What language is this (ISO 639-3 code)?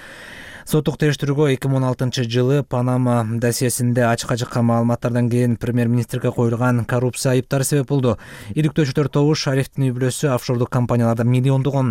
kir